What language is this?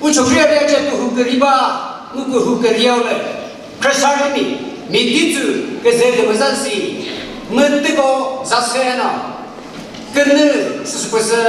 Chokri Naga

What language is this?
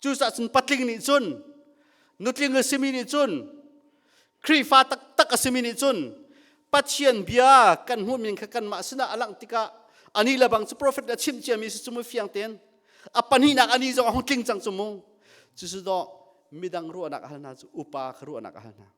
Hakha Chin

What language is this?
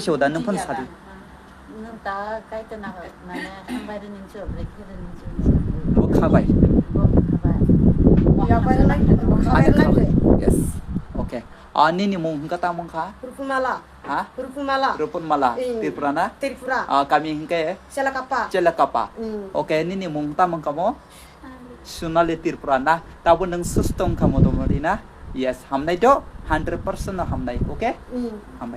Kok Borok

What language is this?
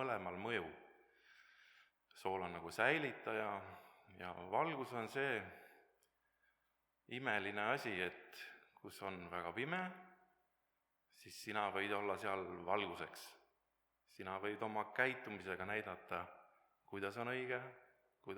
Estonian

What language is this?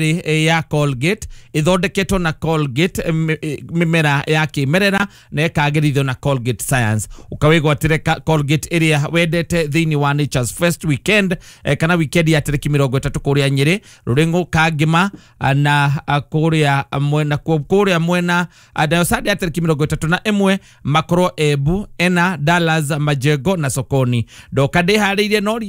Kikuyu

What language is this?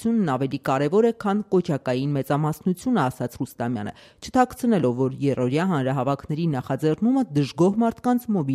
Armenian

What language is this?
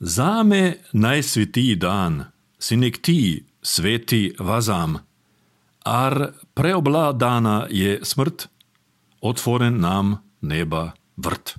Croatian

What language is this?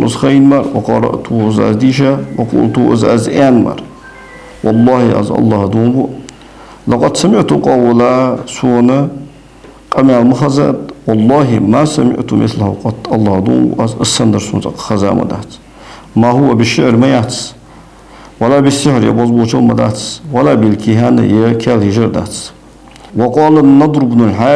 Ingush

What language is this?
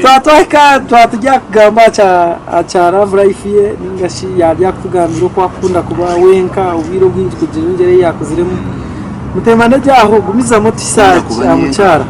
Nyankole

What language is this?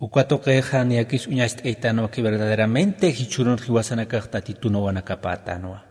Aymara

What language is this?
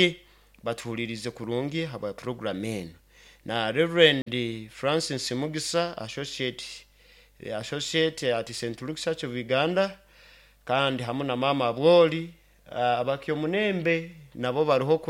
Nyoro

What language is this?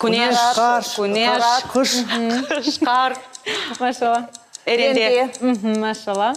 Crimean Tatar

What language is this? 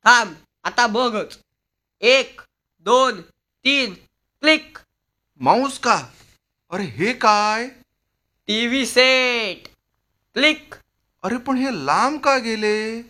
Marathi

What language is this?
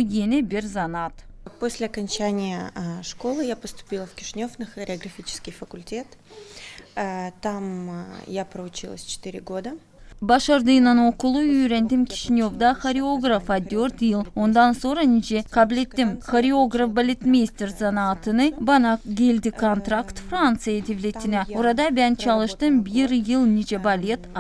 Gagauz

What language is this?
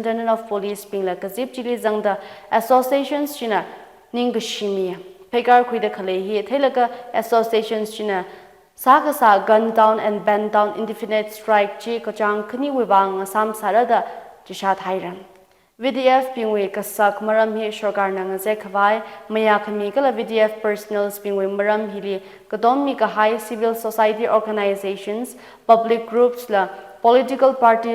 Tangkhul Naga (India)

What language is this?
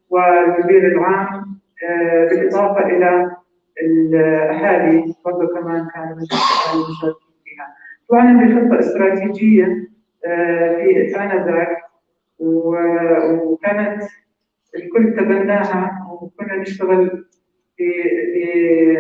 North Levantine Arabic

